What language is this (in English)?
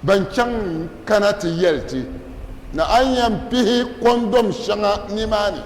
Dagbani